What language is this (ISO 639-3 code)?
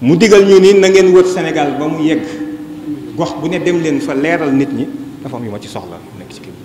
wol